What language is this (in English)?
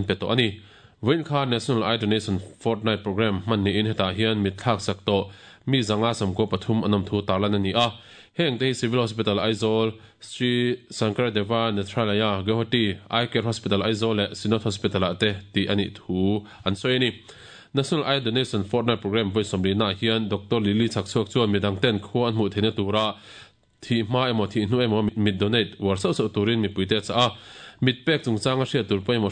Mizo